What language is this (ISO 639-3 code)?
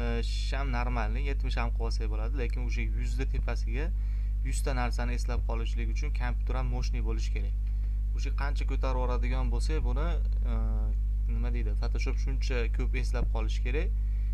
uzb